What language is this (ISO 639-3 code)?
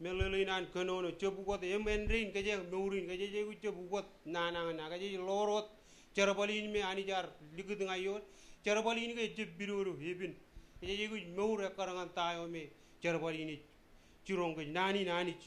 mah